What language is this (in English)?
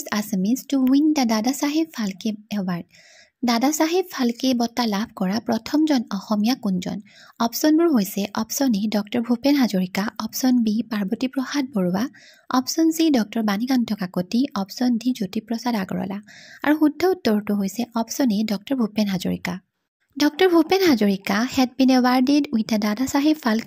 Assamese